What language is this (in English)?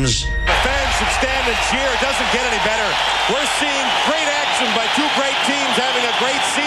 English